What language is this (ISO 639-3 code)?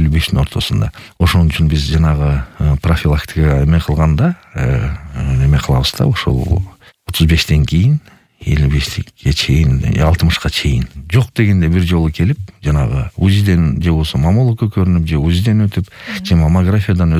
kir